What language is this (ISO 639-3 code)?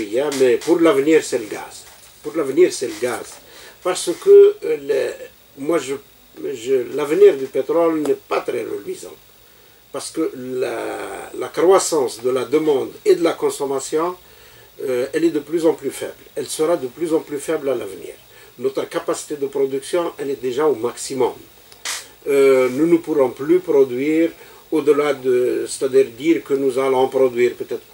fra